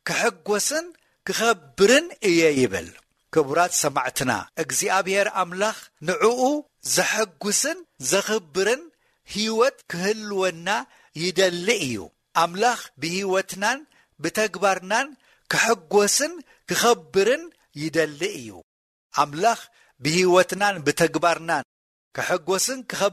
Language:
Tigrinya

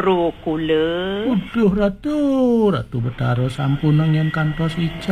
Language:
Balinese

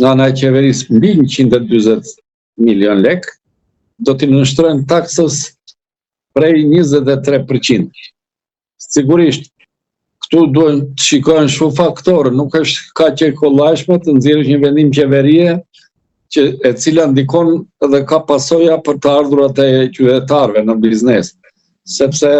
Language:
Albanian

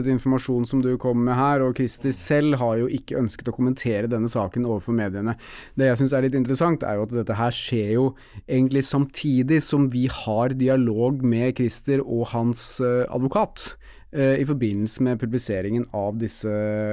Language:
Norwegian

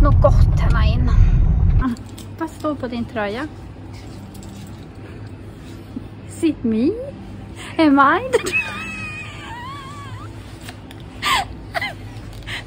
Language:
Swedish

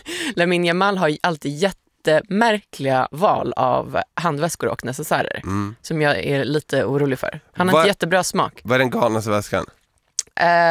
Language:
Swedish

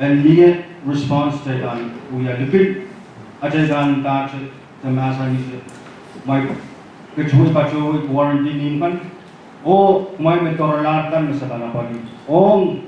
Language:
Pohnpeian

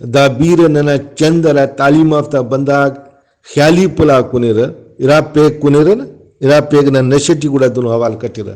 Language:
Brahui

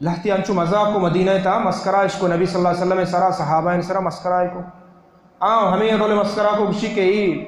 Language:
Baluchi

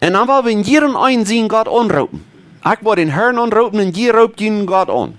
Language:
Plautdietsch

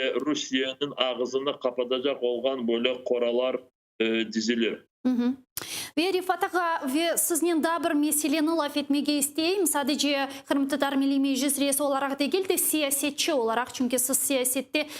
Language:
Crimean Tatar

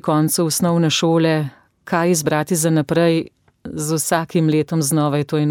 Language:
Slovenian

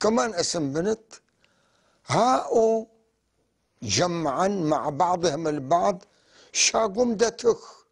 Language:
North Levantine Arabic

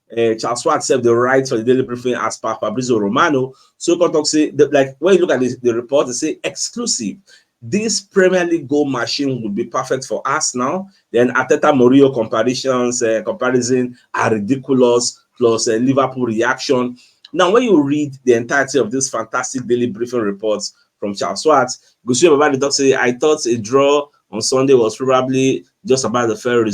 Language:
Nigerian Pidgin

